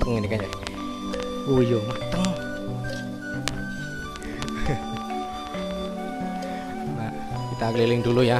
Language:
Indonesian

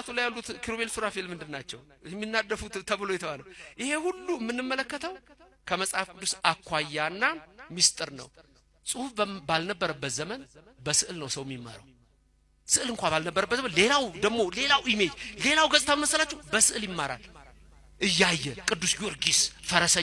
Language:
Amharic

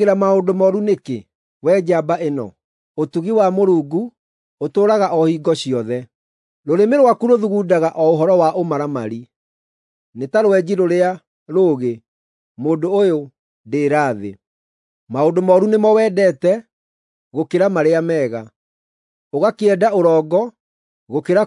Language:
Kikuyu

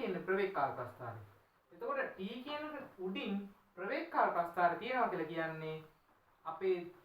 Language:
Sinhala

